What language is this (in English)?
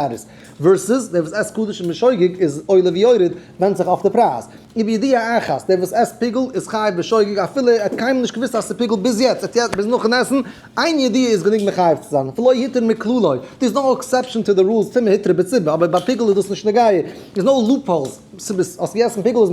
Yiddish